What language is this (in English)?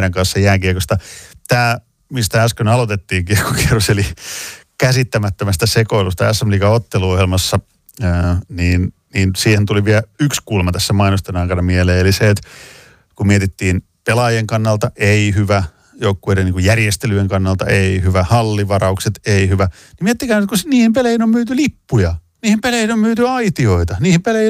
Finnish